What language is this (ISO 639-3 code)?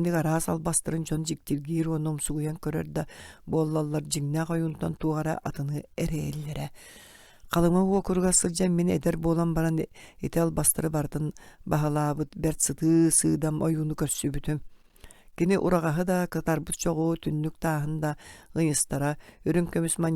sah